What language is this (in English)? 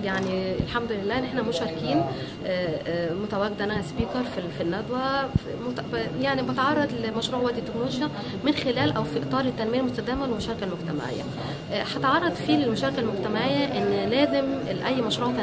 Egyptian Arabic